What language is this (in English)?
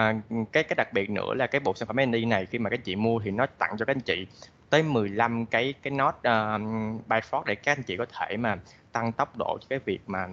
Vietnamese